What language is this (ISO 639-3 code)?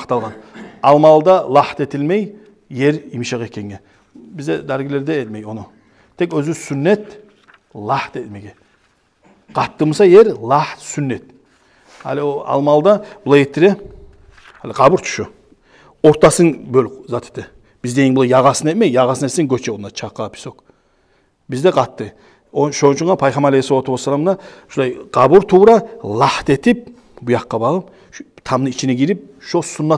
kum